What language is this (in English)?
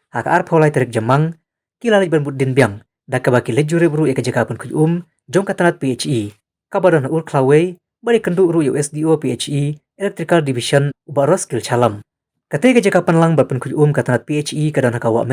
Khasi